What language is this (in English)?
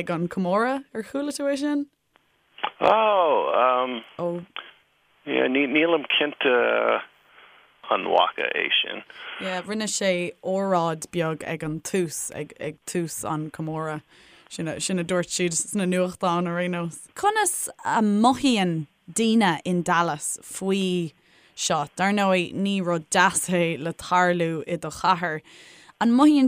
Irish